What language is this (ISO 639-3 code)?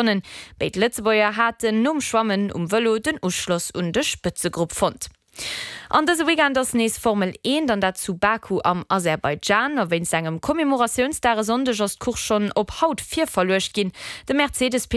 ltz